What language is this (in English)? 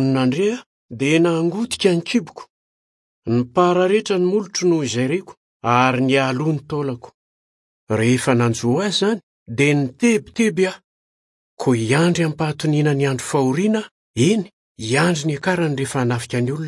Malagasy